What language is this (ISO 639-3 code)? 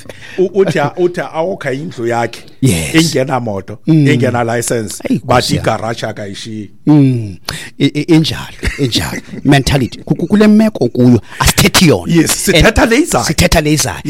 xho